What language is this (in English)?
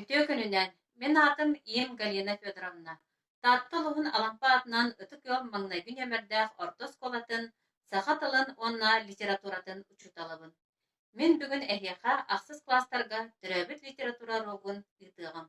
Yakut